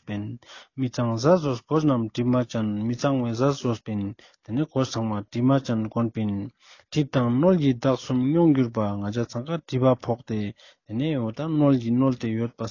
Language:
Ladakhi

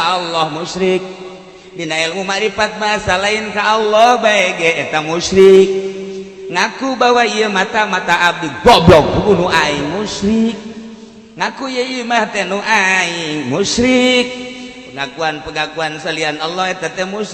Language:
Sundanese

